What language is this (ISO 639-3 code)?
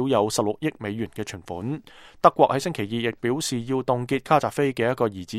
yue